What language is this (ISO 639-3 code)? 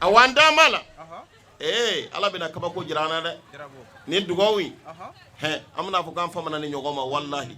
bam